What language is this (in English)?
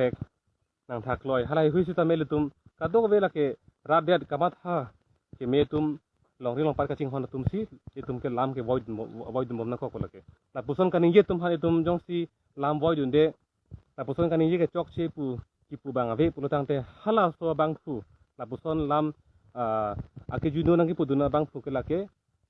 Karbi